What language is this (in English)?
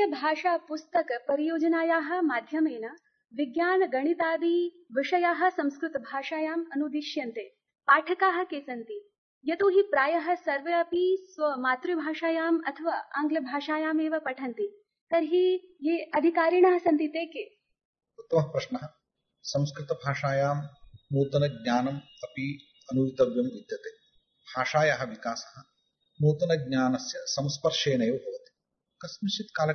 Sanskrit